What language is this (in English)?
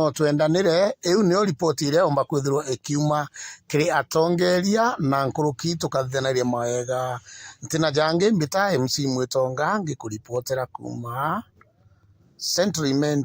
Meru